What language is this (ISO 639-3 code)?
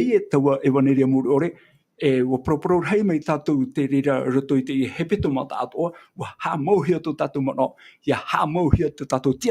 tah